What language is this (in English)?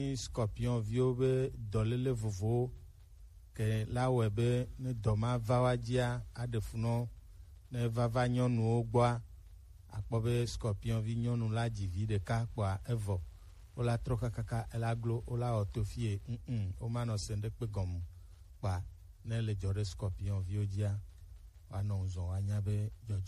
Gen